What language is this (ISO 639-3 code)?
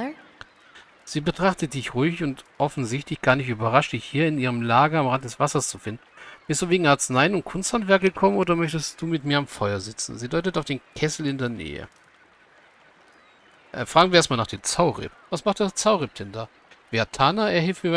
deu